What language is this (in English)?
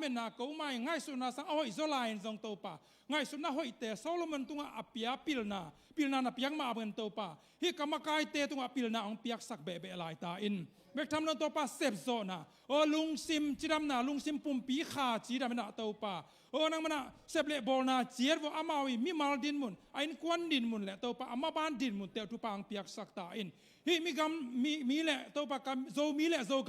Tedim Chin